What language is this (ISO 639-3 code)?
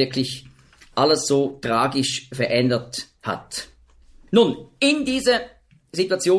deu